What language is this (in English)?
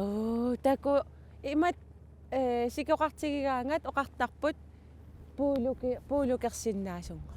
Kalaallisut